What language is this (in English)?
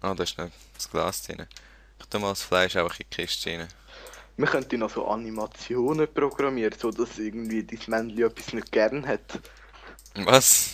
Swiss German